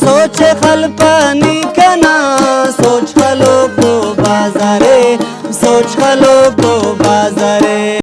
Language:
Brahui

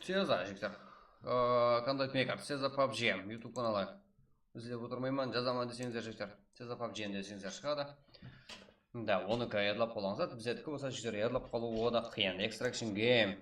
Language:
Kara-Kalpak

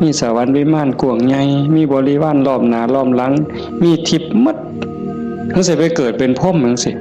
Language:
Northeastern Thai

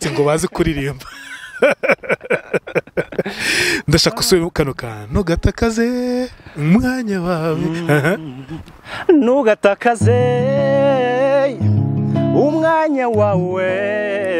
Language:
Kinyarwanda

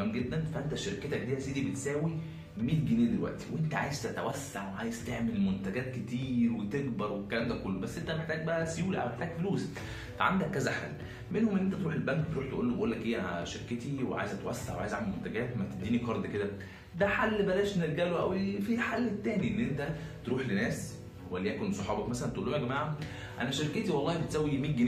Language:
Egyptian Arabic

